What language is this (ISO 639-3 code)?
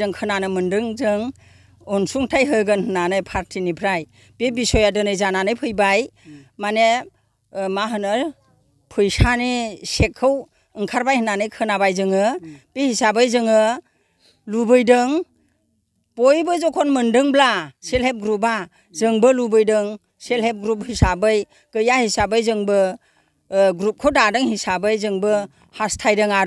brx